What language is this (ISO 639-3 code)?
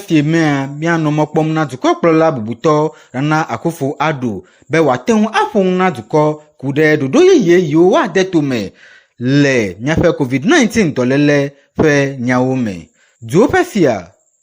ewe